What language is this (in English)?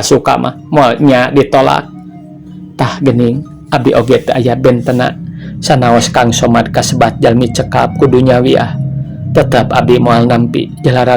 Sundanese